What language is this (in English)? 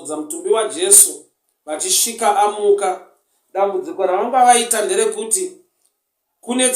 Shona